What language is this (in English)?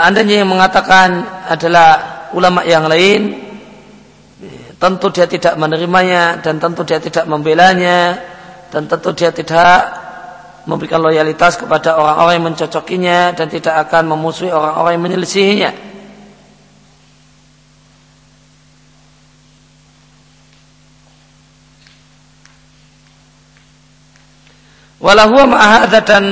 Indonesian